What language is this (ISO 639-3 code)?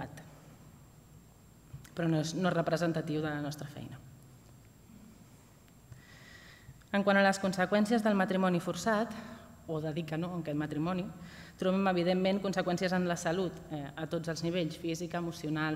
cat